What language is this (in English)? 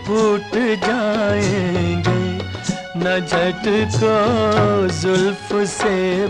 Hindi